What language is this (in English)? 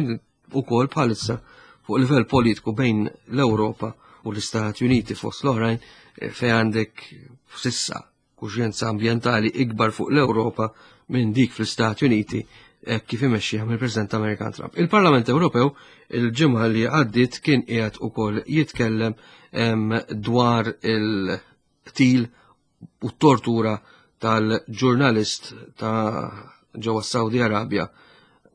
Maltese